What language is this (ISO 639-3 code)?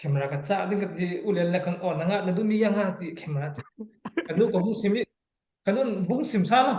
cfm